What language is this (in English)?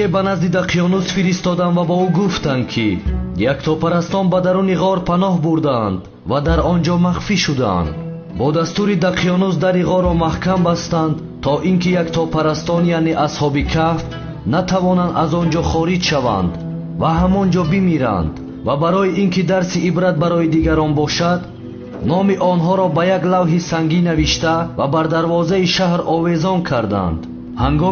Tajik